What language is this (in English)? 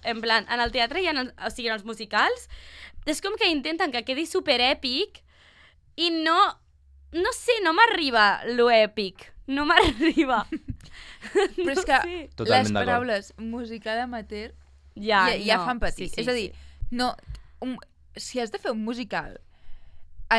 Catalan